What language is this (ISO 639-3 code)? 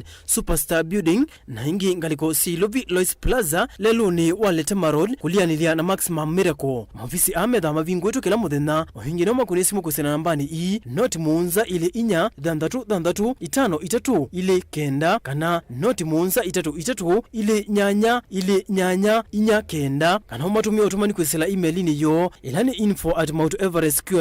kam